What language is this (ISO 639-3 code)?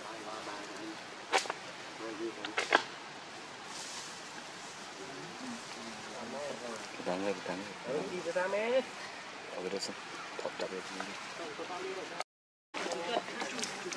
vie